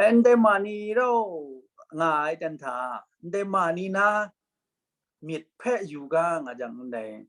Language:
Kachin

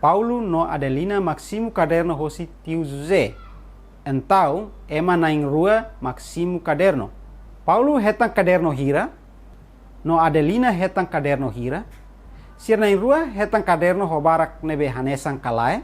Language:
Tetum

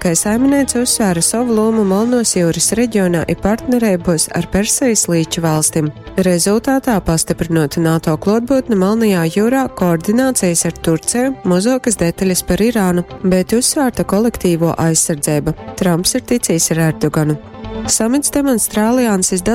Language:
Latgalian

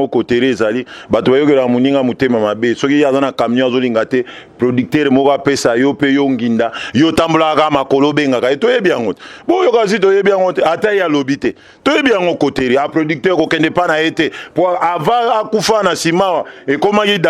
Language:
Lingala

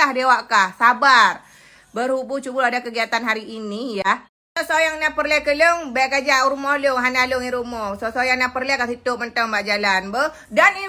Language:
Achinese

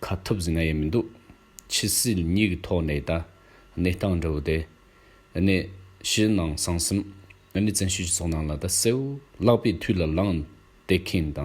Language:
Tibetan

